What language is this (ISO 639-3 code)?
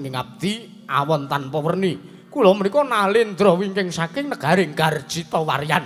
jav